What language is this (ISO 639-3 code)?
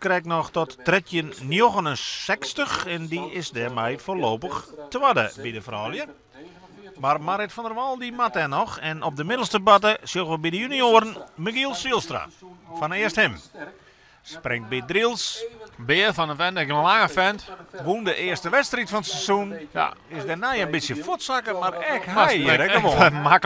fry